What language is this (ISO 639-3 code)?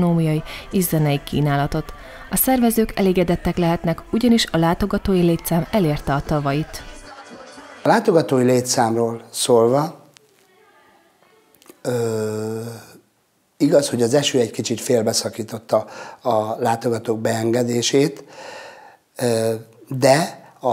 hun